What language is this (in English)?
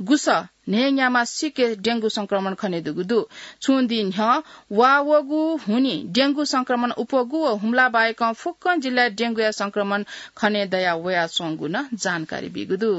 Newari